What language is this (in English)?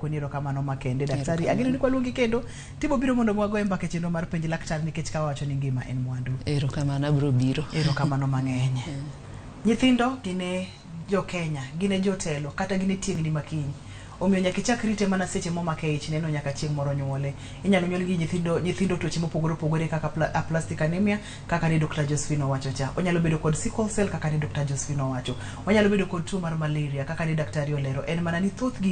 Luo (Kenya and Tanzania)